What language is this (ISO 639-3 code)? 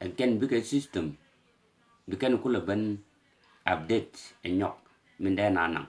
nus